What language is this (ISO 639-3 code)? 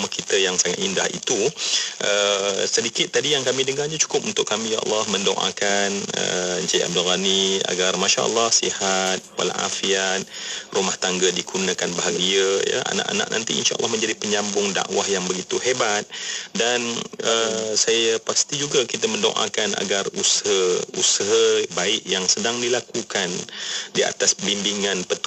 msa